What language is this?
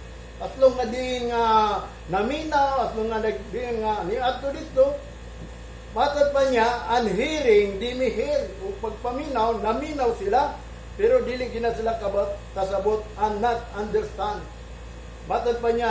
Cebuano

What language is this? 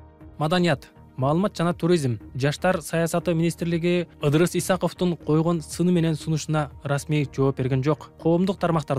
Kyrgyz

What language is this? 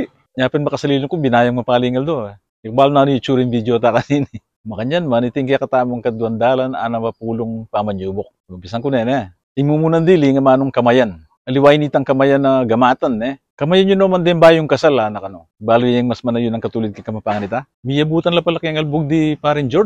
Pampanga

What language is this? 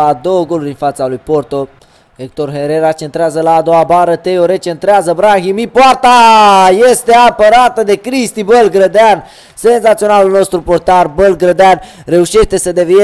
Romanian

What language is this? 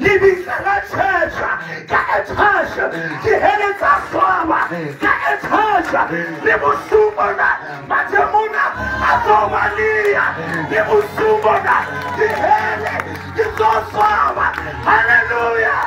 Southern Sotho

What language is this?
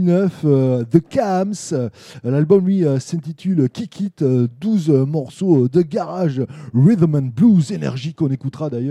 French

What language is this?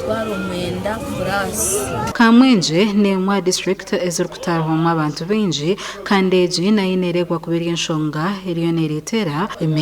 Nyankole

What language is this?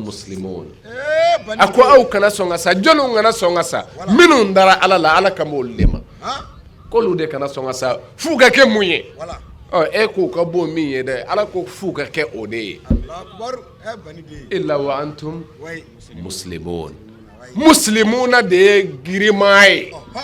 Bambara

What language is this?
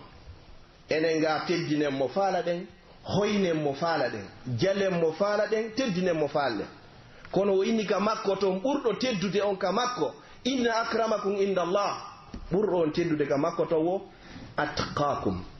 Pular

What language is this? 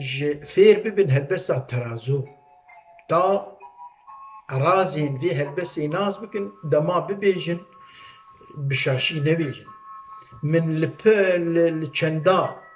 Kurdish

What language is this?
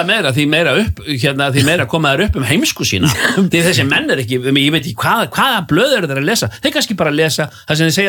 Icelandic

